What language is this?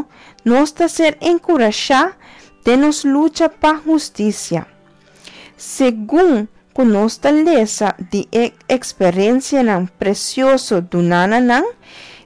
Papiamento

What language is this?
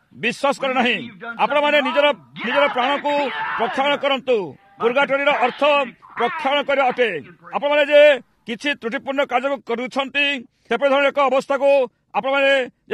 Odia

